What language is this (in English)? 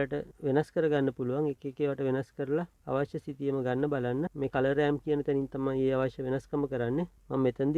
Sinhala